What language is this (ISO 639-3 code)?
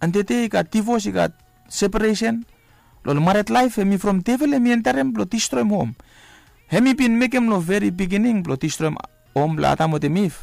bis